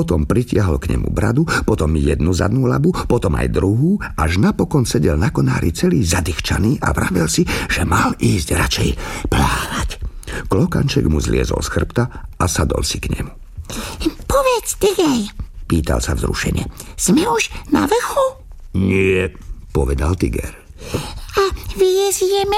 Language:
Slovak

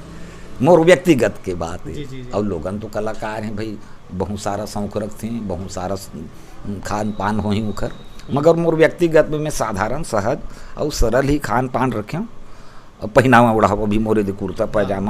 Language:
Chhattisgarhi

